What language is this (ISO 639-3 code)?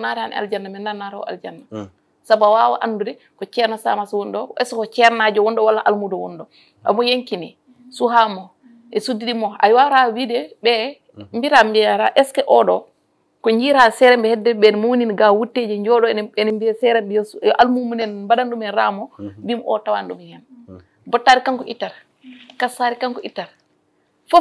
ful